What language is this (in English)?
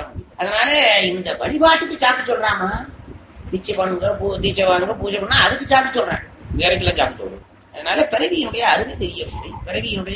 Tamil